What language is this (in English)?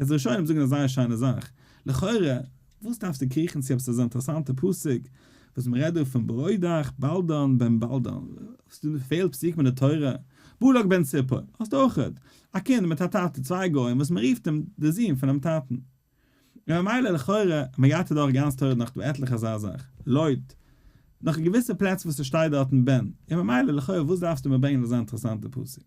Yiddish